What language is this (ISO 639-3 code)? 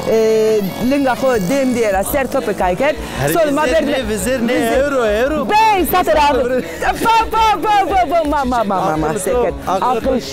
zza